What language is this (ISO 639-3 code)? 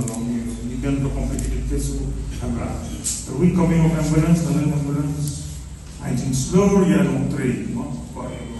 kha